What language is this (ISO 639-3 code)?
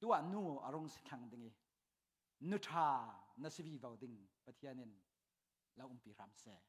cfm